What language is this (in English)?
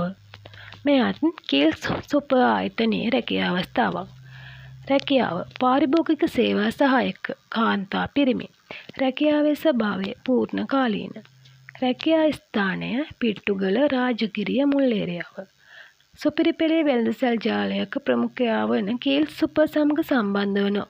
Sinhala